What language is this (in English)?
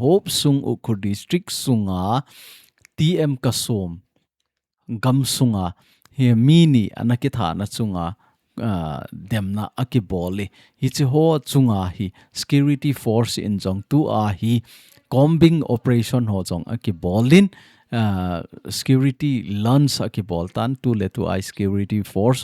Thado Chin